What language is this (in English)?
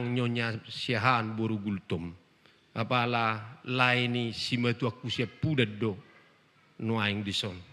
Batak Toba